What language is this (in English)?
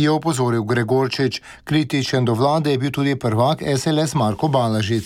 Slovenian